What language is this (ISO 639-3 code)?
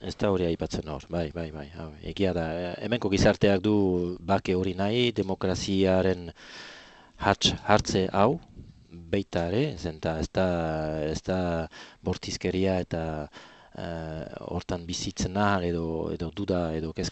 eus